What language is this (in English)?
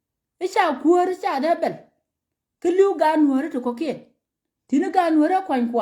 Nuer